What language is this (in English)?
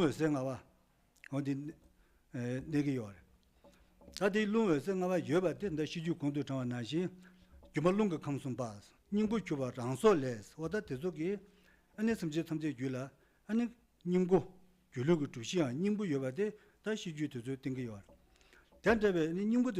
Tibetan